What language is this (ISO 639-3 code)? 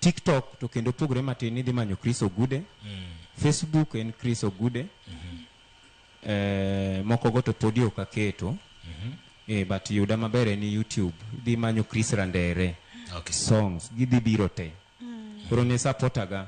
luo